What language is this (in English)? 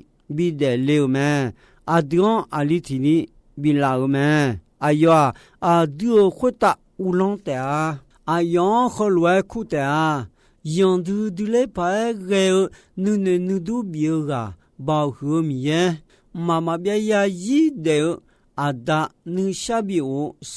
Akha